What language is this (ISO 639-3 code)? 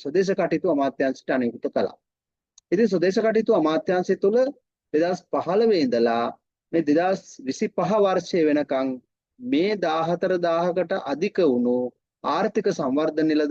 sin